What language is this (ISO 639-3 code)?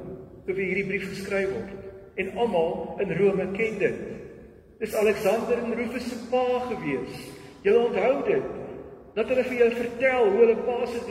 afr